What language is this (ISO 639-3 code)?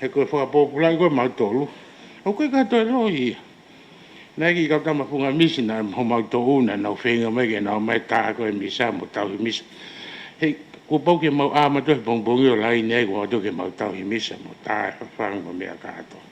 ton